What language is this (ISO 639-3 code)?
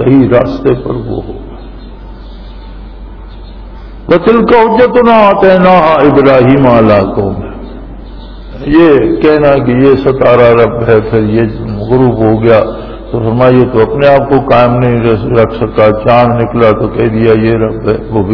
urd